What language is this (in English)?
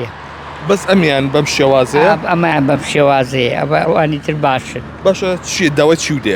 Central Kurdish